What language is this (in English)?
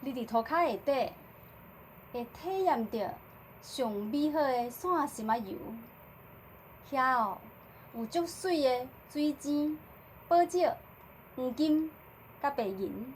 Min Nan Chinese